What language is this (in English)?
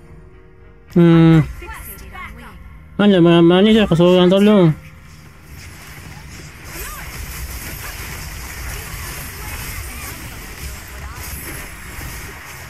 Malay